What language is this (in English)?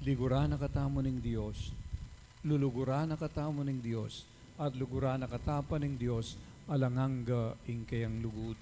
Pampanga